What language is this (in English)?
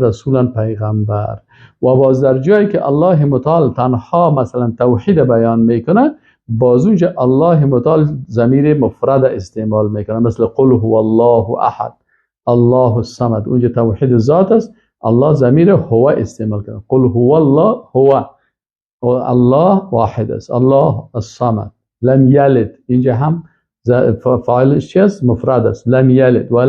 Persian